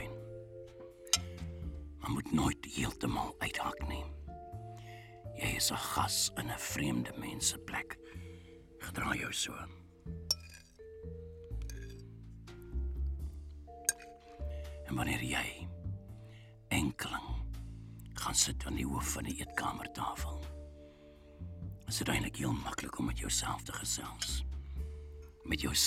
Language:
Afrikaans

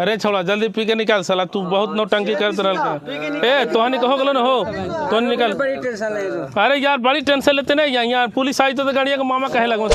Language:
Magahi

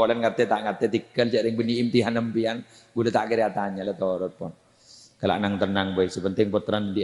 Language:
Madurese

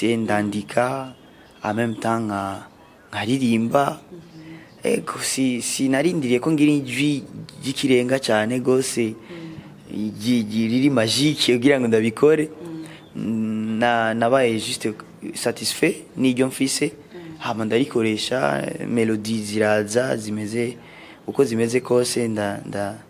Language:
Rundi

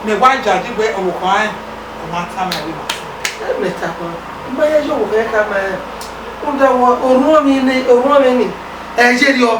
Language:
Bini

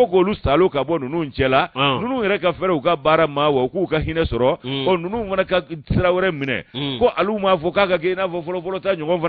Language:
Bambara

